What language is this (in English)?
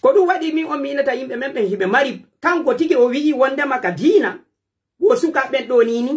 Pular